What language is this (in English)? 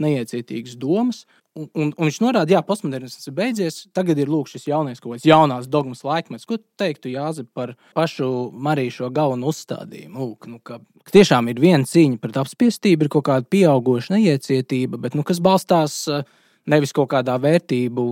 Latvian